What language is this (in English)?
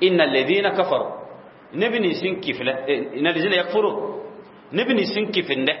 Mossi